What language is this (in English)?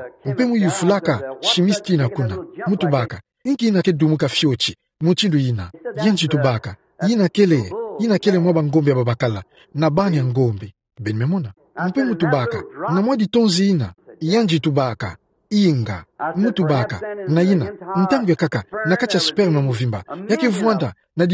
Kituba (Democratic Republic of Congo)